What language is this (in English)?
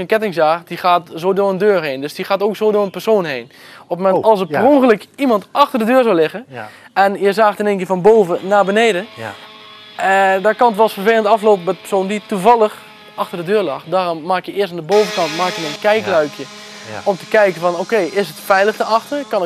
Dutch